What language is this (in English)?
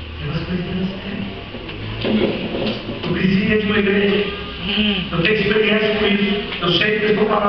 Portuguese